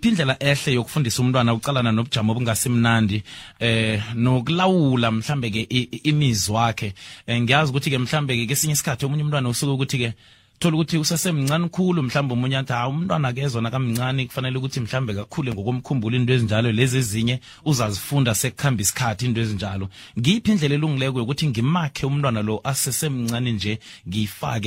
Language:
South Ndebele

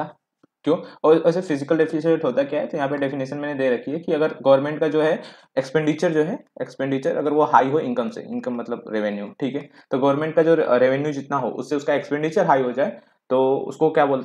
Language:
Hindi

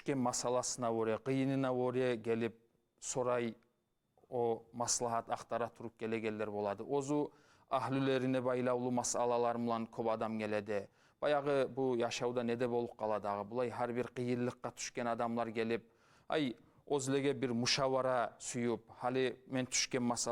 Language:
Kumyk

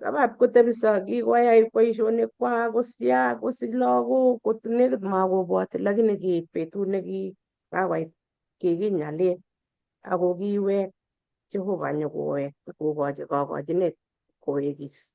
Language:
Kalenjin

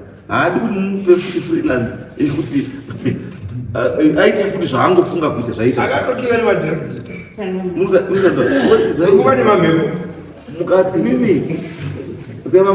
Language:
Shona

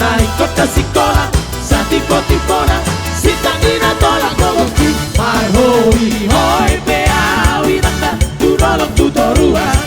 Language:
Batak Toba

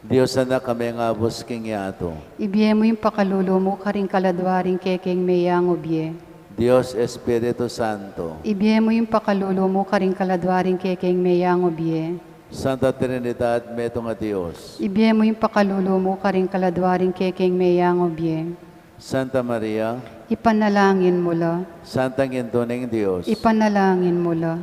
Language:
Pampanga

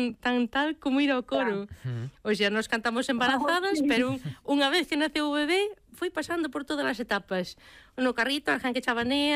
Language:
Galician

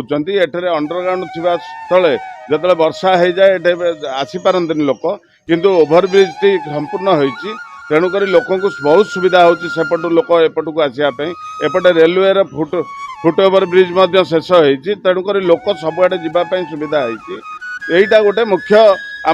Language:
Odia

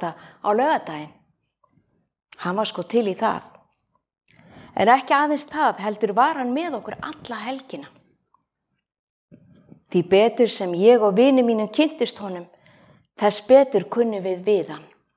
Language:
Icelandic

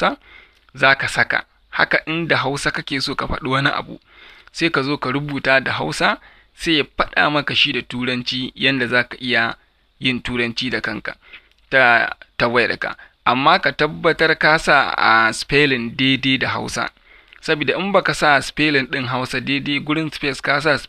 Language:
Hausa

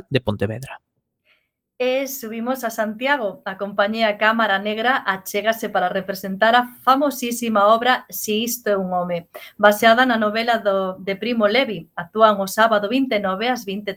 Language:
Galician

